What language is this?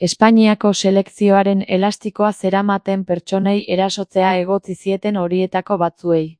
Basque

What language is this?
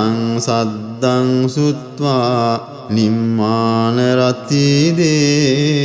Pali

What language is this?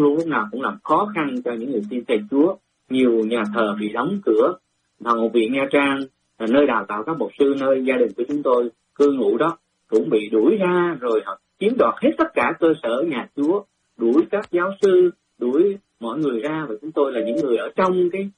Vietnamese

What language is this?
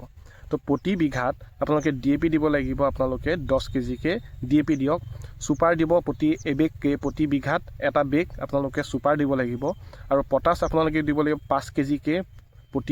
Assamese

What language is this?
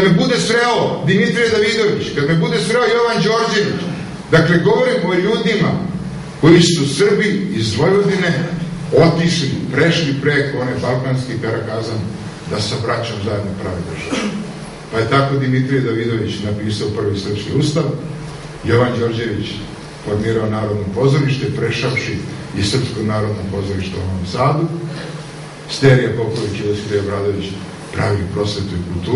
Serbian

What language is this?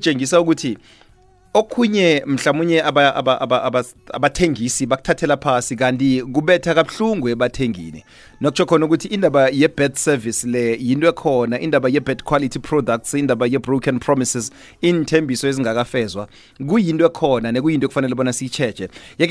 South Ndebele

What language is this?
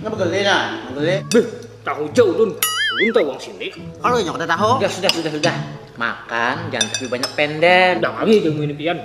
Banjar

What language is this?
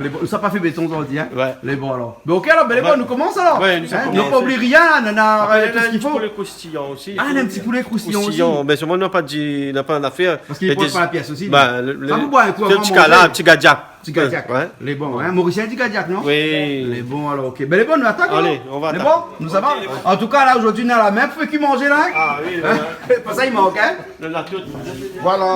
Réunion Creole French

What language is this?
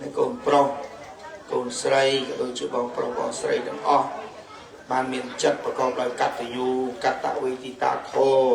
Khmer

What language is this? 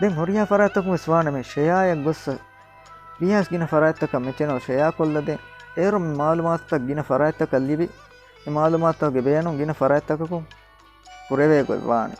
Divehi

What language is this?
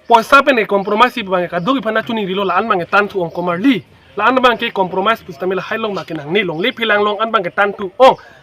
Karbi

